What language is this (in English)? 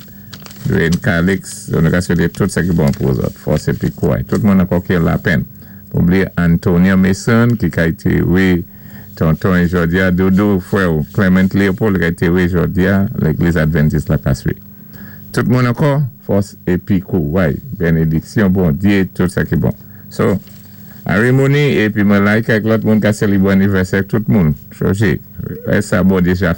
Saint Lucian Creole French